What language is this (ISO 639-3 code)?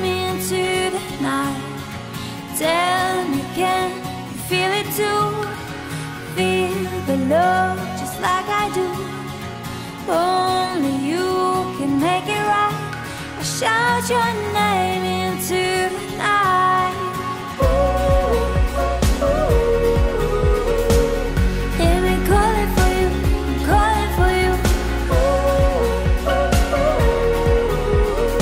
eng